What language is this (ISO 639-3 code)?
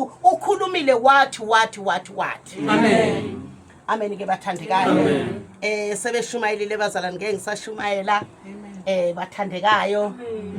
zul